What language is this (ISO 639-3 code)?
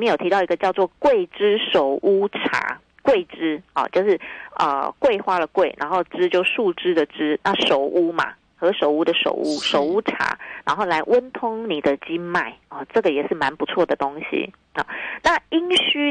zho